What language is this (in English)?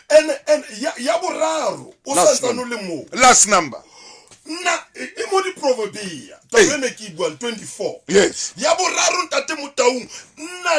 Southern Sotho